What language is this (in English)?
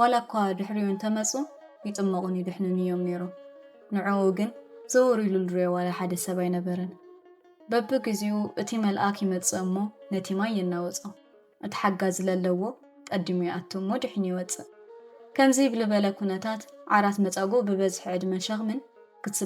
Tigrinya